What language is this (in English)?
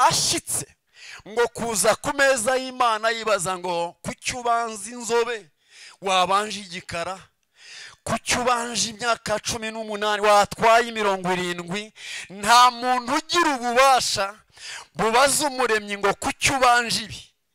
Kinyarwanda